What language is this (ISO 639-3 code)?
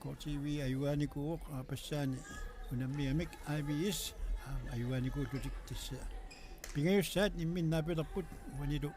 kal